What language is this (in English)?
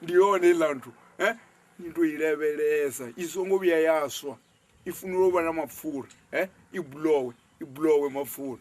Venda